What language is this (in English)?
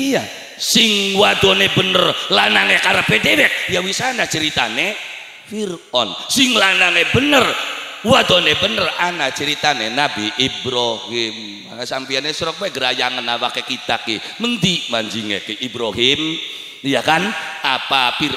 Javanese